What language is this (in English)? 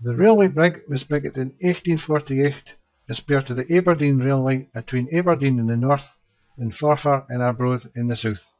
Scots